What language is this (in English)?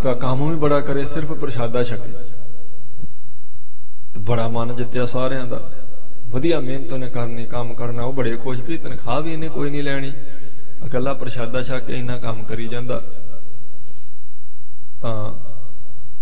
Punjabi